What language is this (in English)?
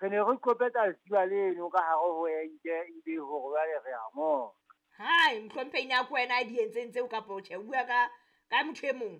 Southern Sotho